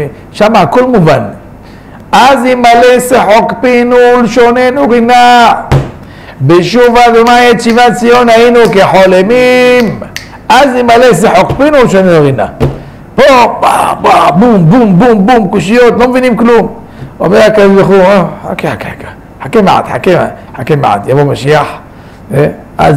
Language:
Hebrew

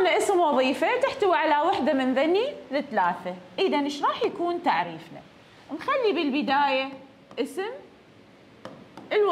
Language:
Mesopotamian Arabic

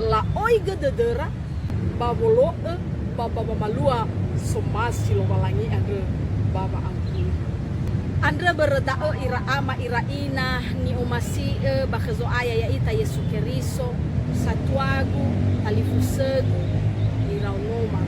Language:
Nias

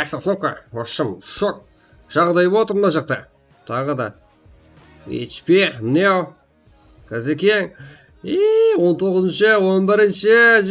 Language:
Kara-Kalpak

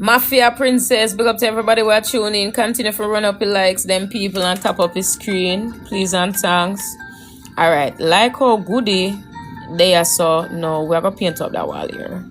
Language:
Jamaican Creole English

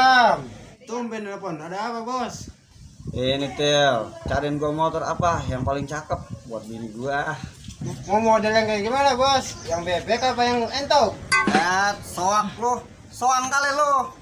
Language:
Betawi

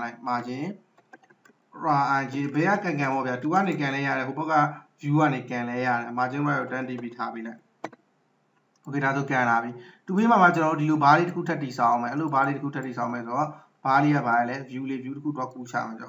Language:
Burmese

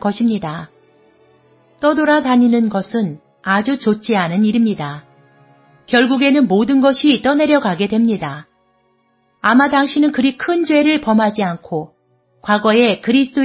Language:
Korean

